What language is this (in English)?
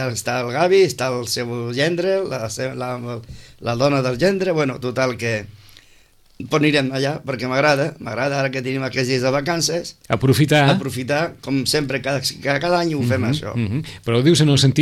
Catalan